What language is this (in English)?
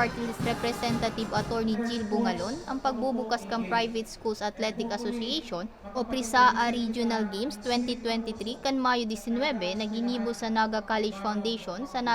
Bikol